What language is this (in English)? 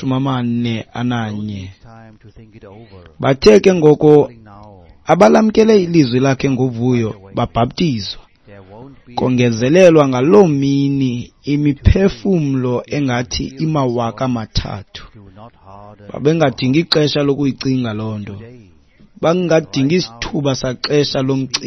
Xhosa